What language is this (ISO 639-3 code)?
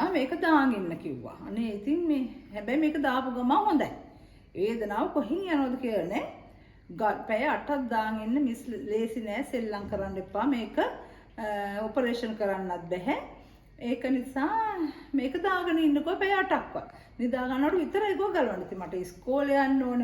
sin